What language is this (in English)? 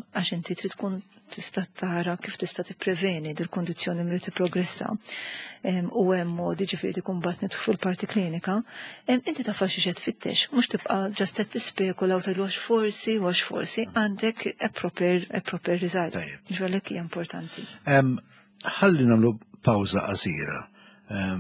Maltese